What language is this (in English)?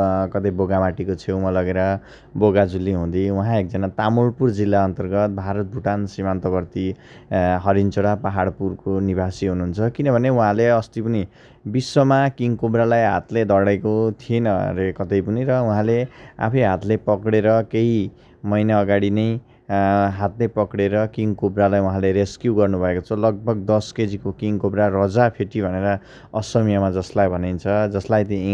Nepali